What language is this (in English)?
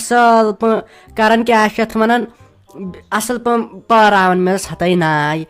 Kashmiri